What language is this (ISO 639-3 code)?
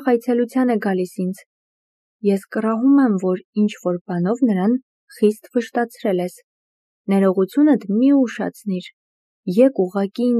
hye